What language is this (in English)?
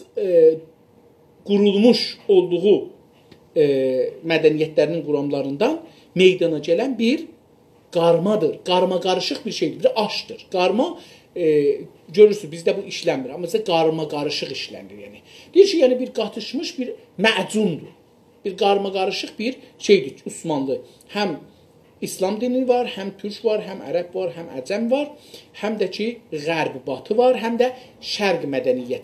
South Azerbaijani